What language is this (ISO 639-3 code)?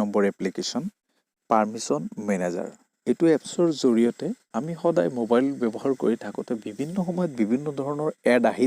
asm